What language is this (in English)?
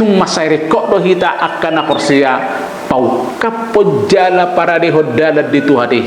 Batak Toba